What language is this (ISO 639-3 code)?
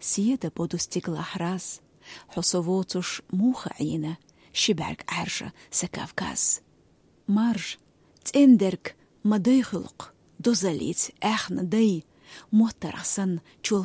che